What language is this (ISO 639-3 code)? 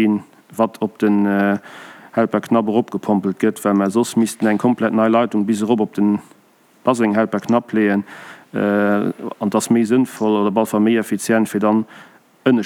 ltz